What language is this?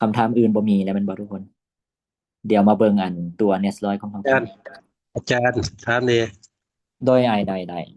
Lao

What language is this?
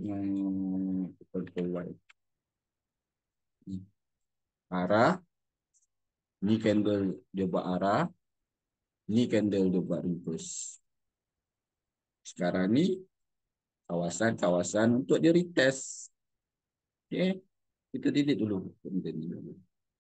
Malay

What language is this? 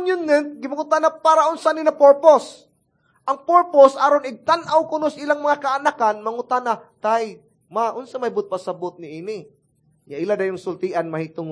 Cebuano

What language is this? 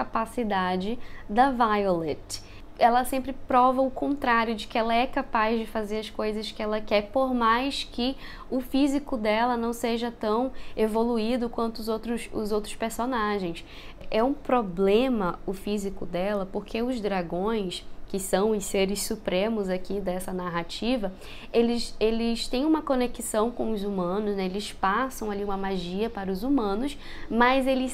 Portuguese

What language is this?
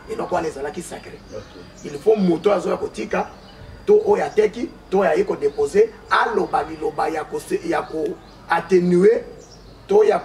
Lingala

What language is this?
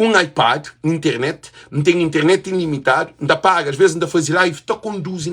Kabuverdianu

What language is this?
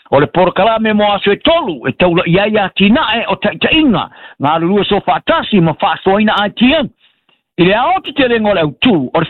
Samoan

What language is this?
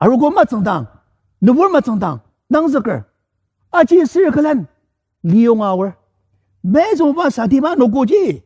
Ao Naga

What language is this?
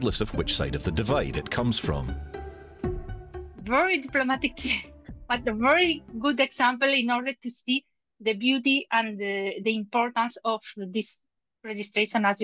English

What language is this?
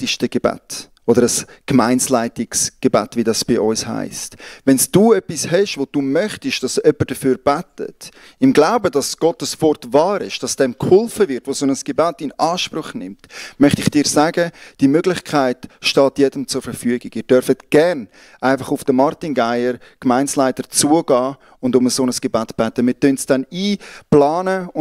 Swiss German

